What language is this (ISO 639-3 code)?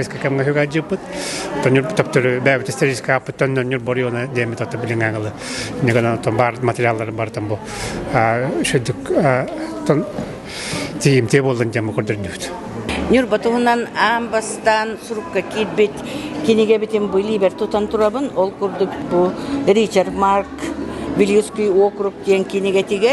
sah